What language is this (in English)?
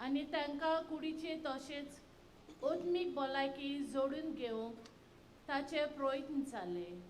Konkani